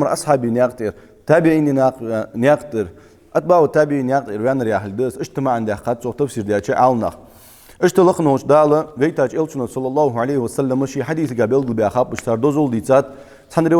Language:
Ingush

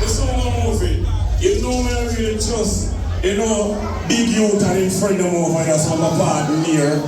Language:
Jamaican Creole English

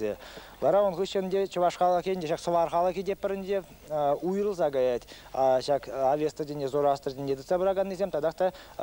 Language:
Chuvash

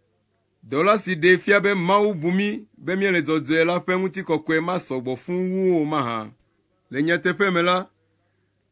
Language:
Ewe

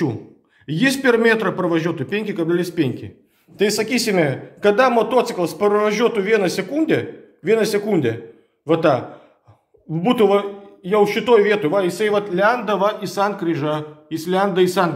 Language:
Lithuanian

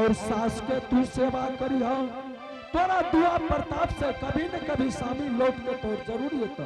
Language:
Angika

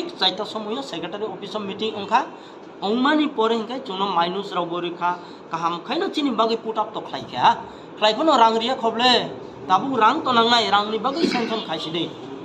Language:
Kok Borok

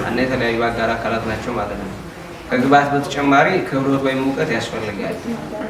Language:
Amharic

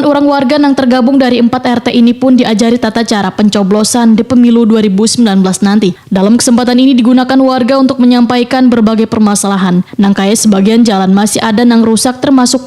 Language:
Banjar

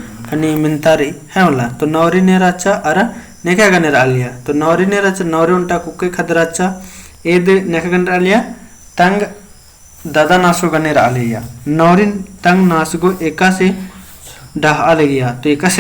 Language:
Kurukh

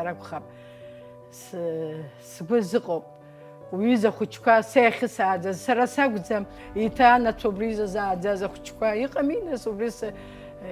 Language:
Abkhazian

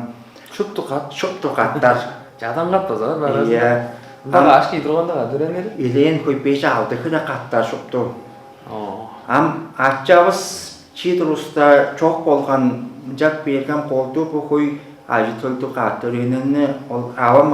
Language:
Tuvinian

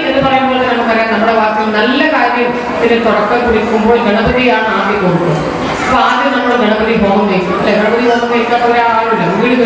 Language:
Malayalam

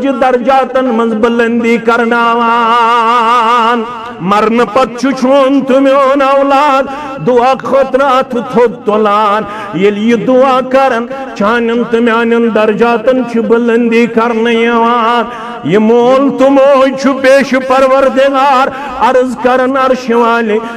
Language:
Kashmiri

